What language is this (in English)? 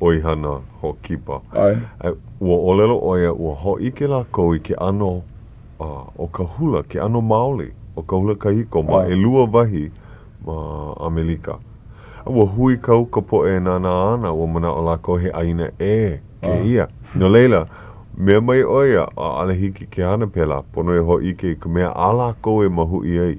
Hawaiian